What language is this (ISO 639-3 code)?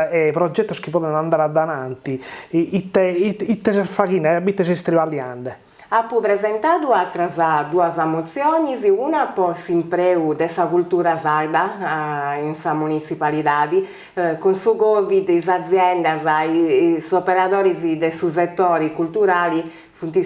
srd